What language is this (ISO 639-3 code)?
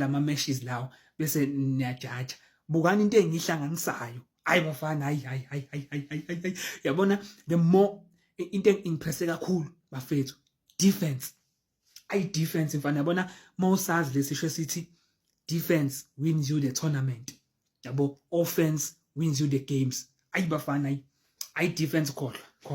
zul